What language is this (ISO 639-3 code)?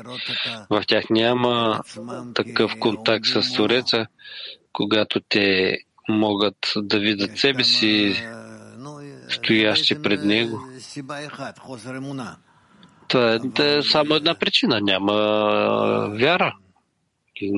bul